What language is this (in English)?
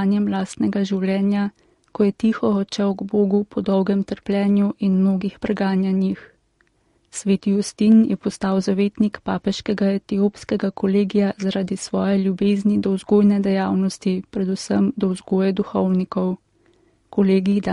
Slovenian